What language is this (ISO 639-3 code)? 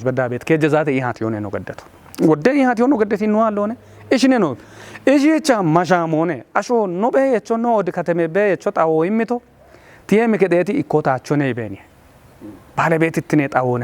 kbr